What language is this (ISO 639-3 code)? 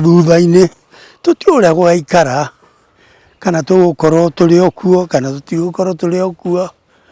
kik